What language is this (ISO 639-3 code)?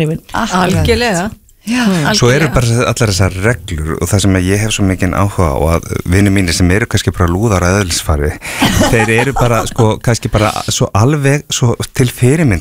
isl